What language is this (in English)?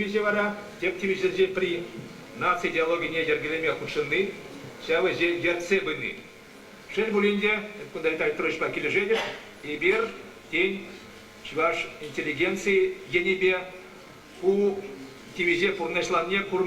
Chuvash